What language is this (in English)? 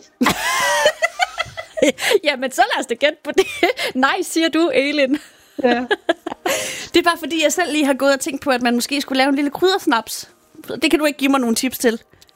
Danish